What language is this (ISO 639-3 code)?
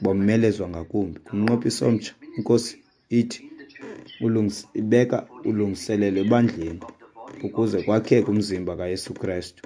xho